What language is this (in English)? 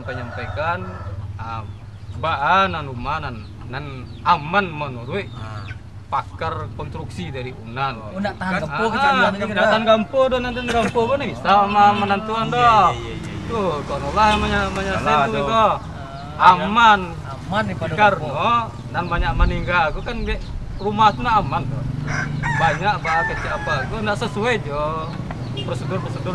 Minangkabau